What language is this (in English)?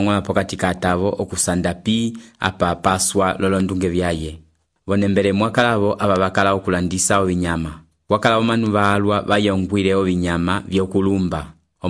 Umbundu